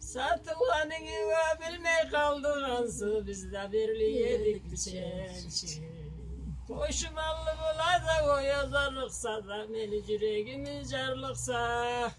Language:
Karachay-Balkar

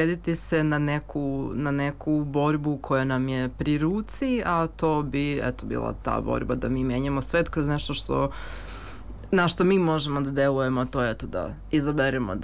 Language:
Serbian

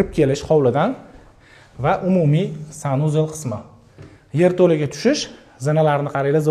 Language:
Uzbek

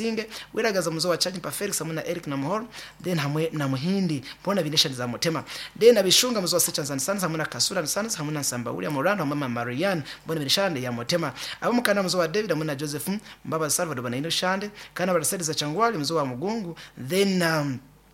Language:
Kinyarwanda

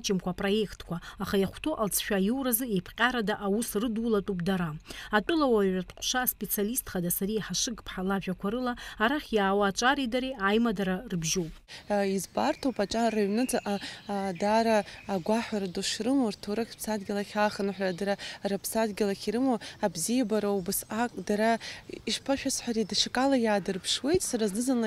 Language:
Abkhazian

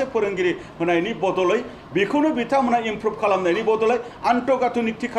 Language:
Bodo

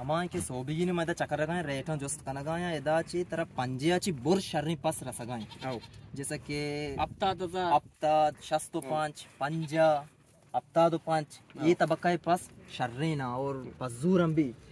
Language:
Eastern Balochi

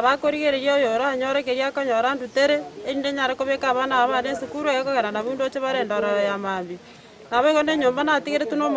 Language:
Gusii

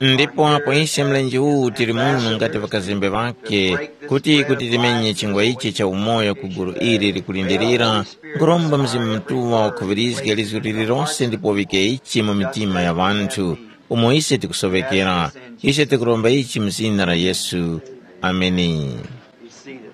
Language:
Tumbuka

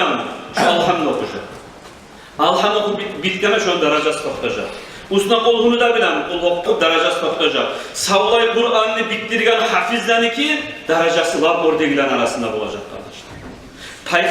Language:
Kumyk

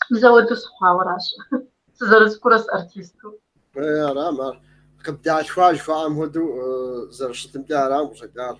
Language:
Kabardian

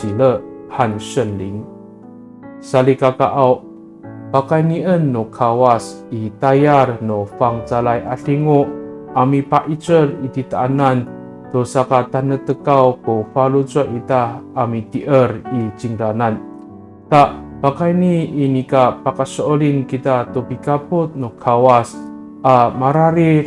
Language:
Amis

